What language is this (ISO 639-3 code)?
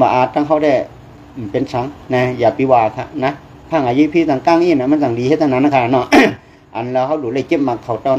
shn